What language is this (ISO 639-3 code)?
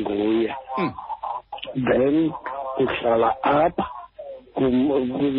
xho